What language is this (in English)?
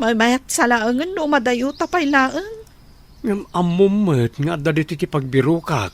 Iloko